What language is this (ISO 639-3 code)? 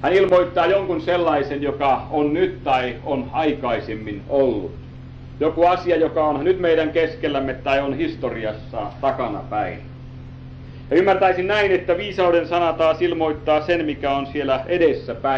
fin